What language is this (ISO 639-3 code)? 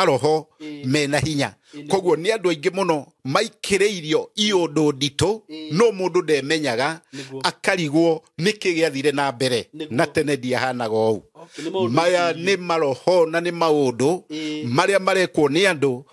kik